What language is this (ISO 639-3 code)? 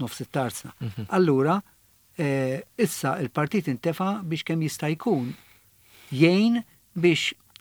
mlt